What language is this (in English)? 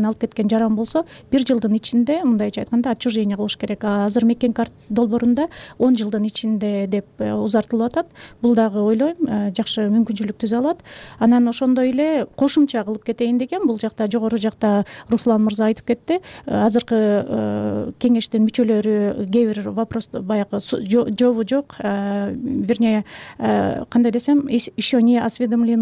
Kyrgyz